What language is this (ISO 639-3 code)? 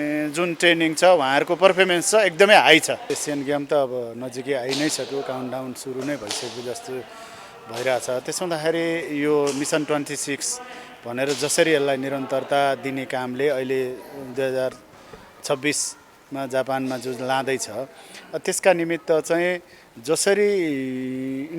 nep